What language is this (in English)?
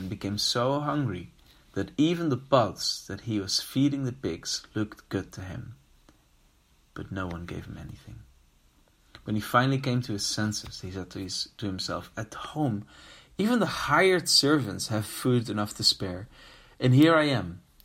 English